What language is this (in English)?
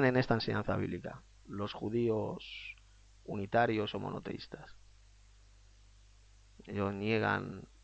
Spanish